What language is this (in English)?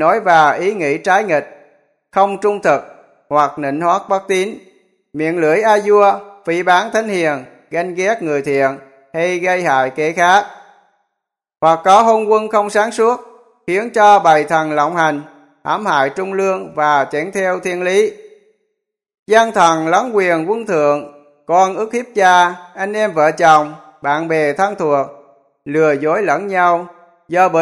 Vietnamese